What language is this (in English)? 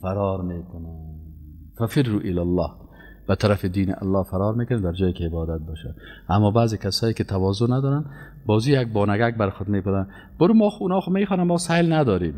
Persian